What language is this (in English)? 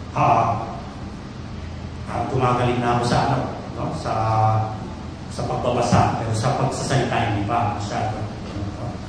Filipino